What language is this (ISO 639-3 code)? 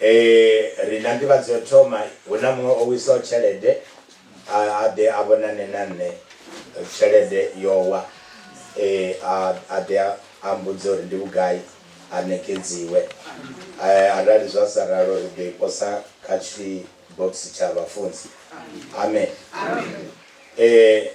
ven